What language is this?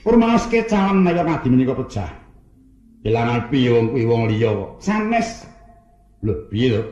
Javanese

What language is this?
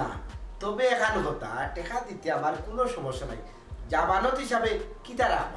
Sylheti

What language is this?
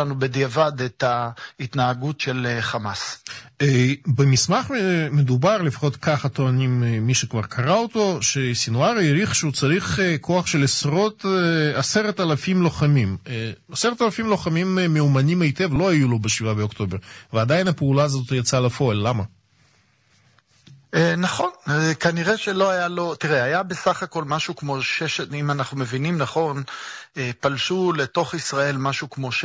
Hebrew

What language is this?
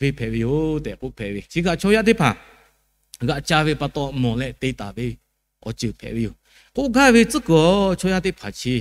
Lahu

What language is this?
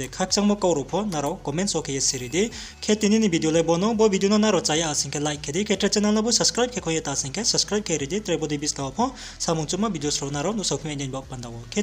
Riang (India)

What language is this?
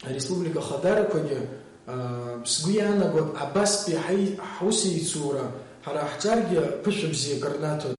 Abkhazian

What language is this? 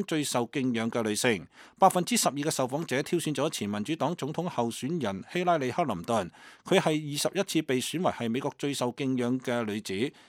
Cantonese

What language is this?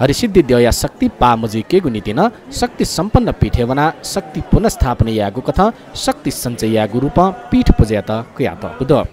Newari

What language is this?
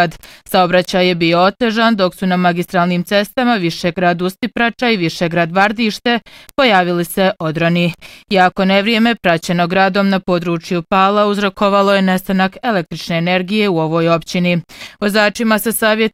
Bosnian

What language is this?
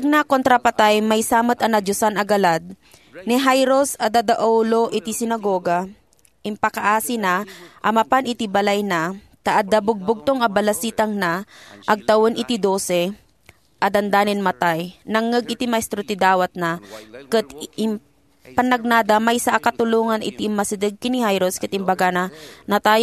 Iloko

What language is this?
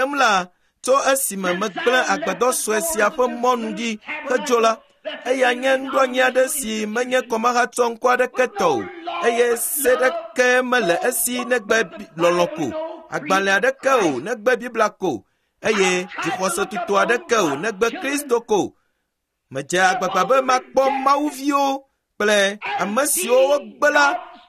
Ewe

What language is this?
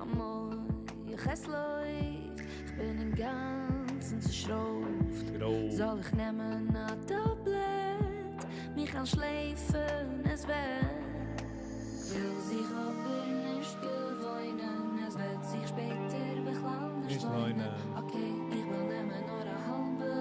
Yiddish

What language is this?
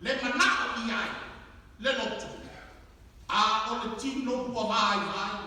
Samoan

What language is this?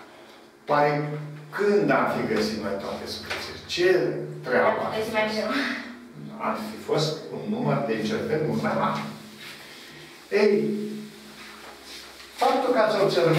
Romanian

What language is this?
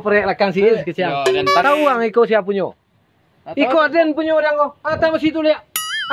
Minangkabau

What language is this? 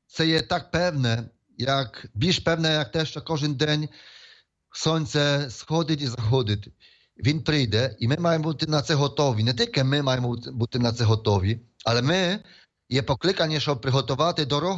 Ukrainian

